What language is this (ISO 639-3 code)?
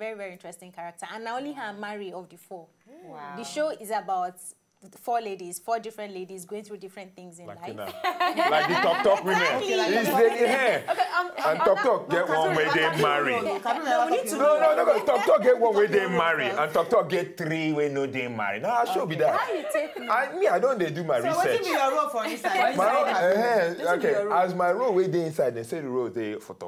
pcm